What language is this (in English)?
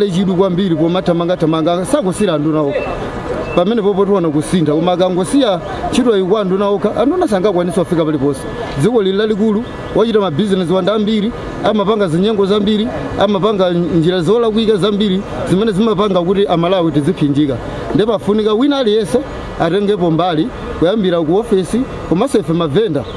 Nyanja